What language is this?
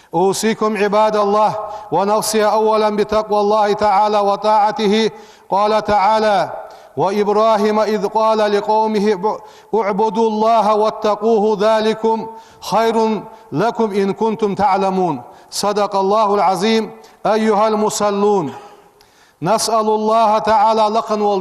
Ingush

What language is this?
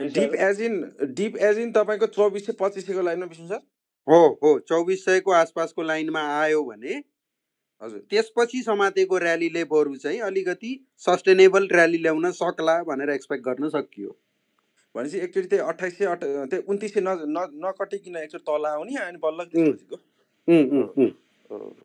Nepali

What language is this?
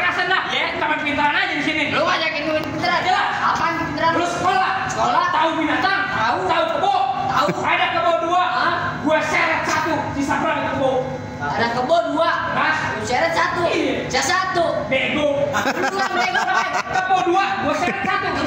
Betawi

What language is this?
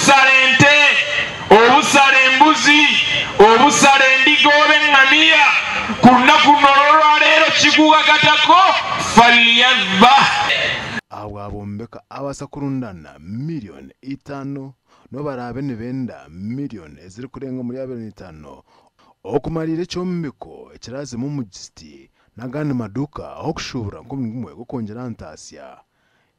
Nyankole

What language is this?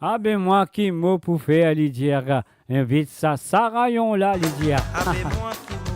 Morisyen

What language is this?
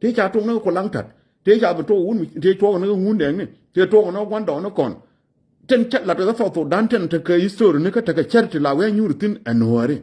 Nuer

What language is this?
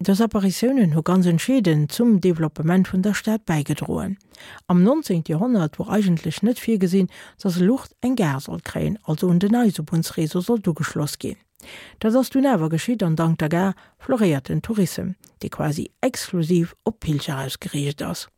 Luxembourgish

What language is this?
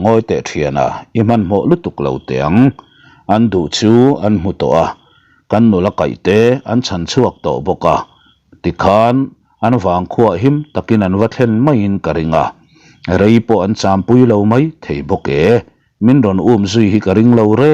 Mizo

